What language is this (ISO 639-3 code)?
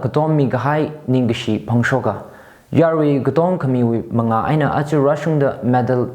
nmf